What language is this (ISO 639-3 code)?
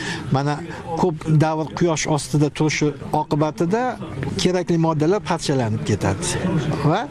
uzb